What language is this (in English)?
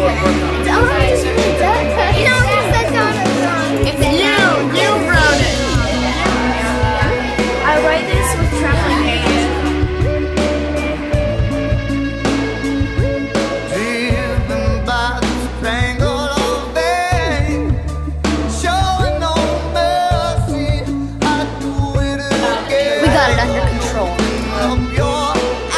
English